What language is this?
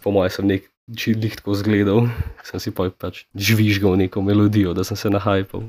Slovenian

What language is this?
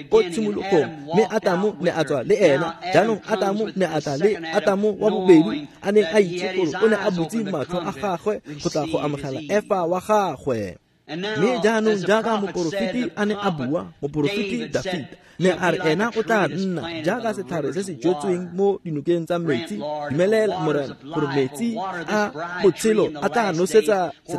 Tswana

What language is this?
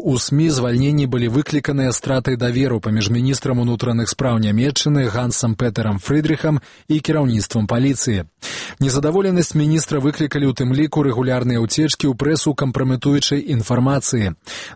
Belarusian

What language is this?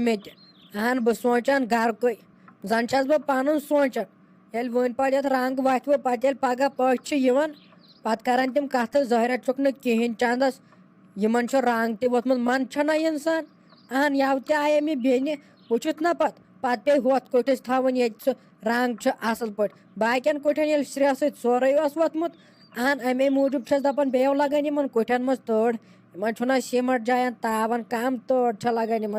Kashmiri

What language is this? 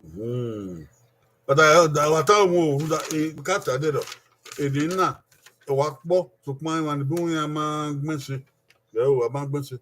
Bini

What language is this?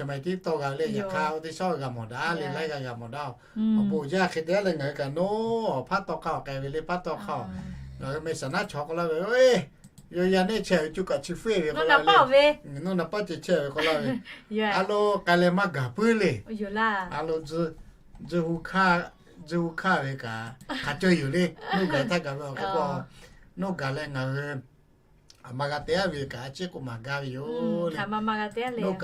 Lahu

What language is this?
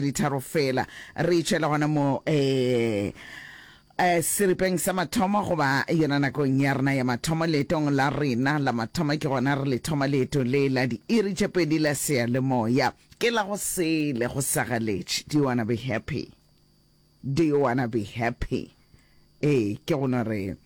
Northern Sotho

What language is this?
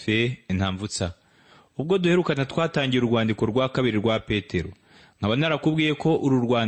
Kinyarwanda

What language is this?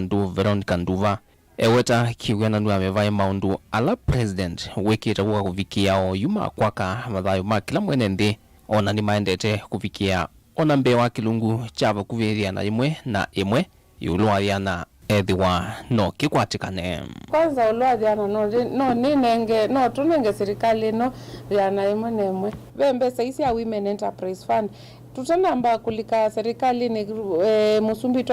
Kamba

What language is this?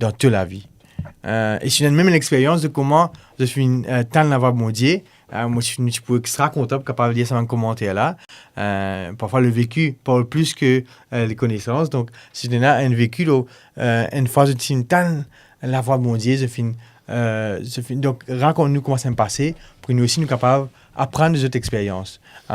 Morisyen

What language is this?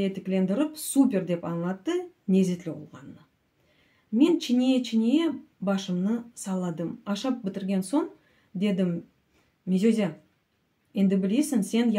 Crimean Tatar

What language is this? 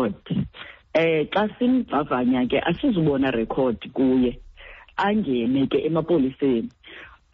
Xhosa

